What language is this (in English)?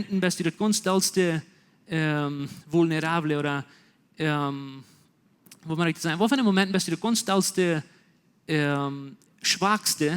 Plautdietsch